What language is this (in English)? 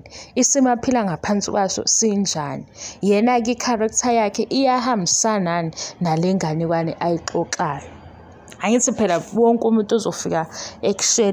Zulu